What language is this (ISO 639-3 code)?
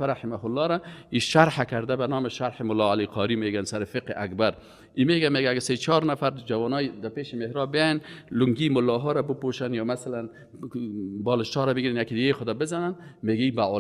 fas